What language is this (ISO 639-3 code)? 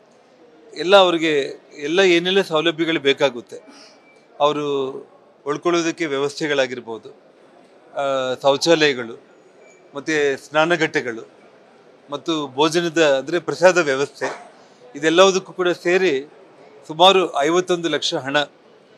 kan